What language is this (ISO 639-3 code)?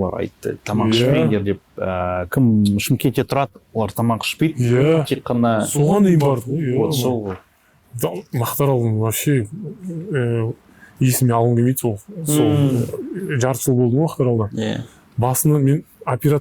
kaz